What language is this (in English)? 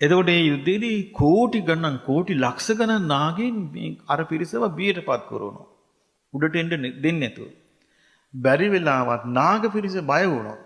Sinhala